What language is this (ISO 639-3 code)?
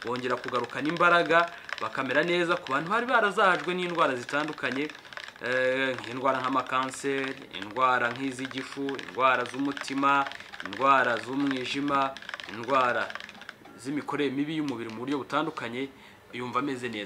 kin